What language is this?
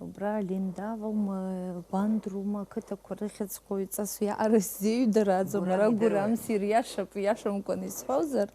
Abkhazian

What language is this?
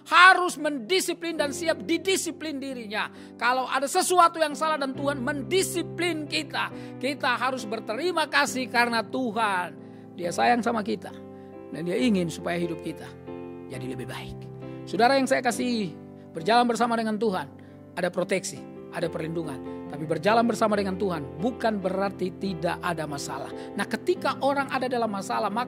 Indonesian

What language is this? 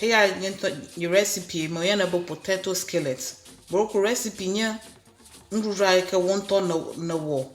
Ewe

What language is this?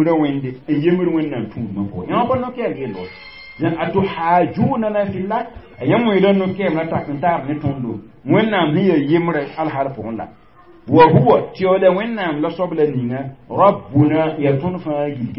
Mossi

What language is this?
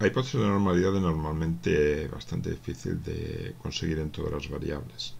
Galician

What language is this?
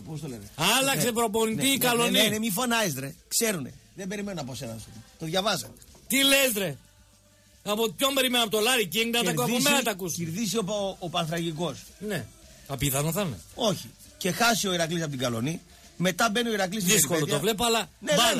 Greek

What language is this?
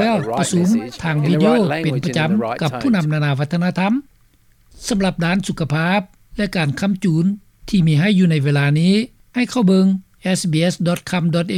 Lao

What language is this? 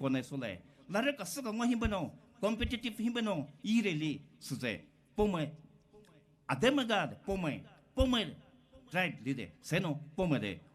Poumei Naga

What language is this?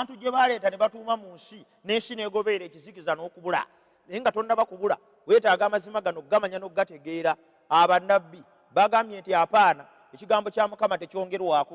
Ganda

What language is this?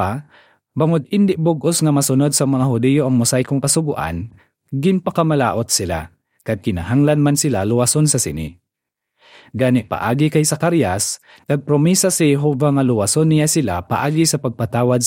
Hiligaynon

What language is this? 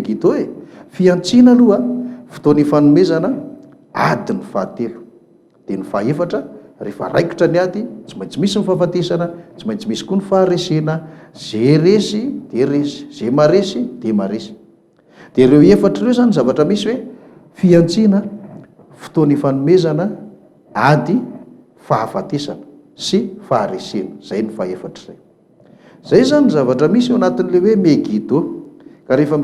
Malagasy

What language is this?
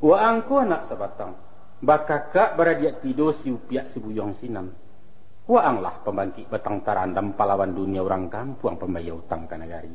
Minangkabau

